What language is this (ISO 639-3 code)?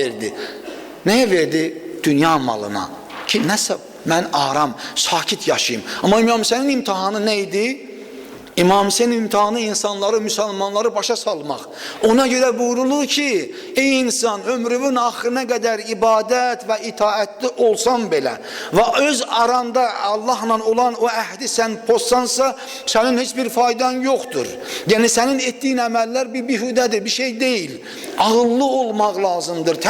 aze